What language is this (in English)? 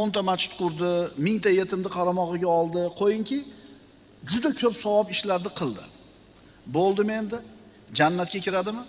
Uzbek